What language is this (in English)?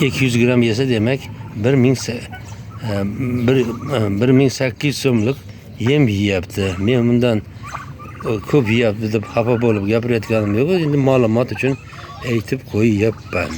Uzbek